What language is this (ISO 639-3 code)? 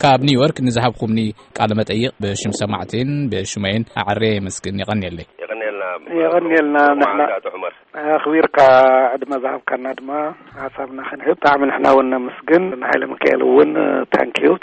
tir